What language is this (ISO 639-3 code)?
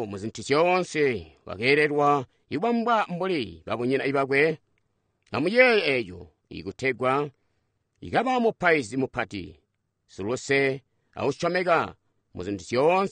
toi